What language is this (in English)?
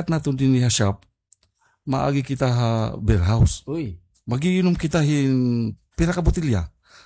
Waray